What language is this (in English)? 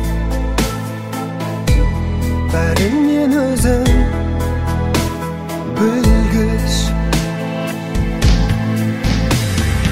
Kazakh